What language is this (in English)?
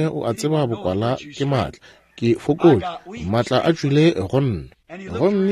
Northern Sotho